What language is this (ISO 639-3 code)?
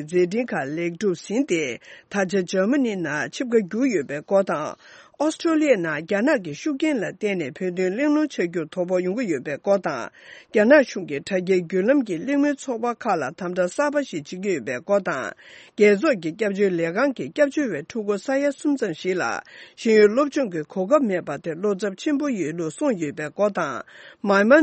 bod